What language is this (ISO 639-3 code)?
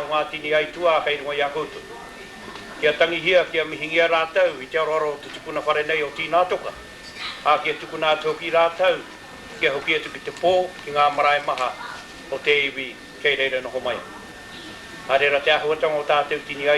mri